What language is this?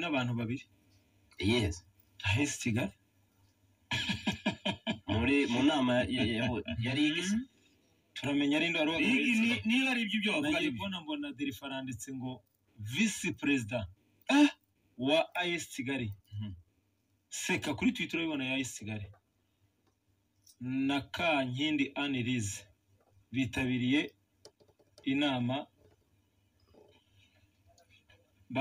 Kinyarwanda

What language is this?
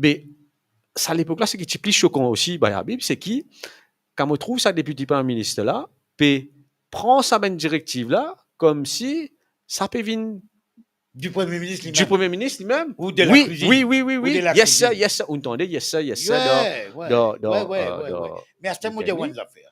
Morisyen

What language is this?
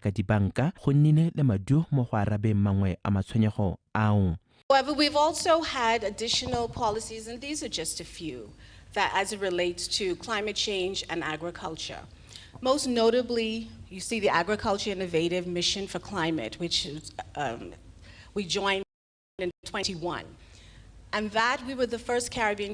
Tswana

